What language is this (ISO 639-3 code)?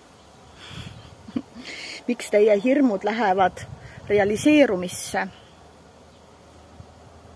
est